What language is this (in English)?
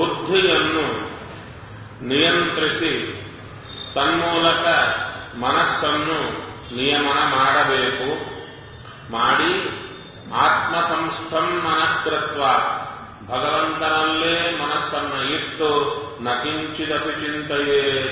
Kannada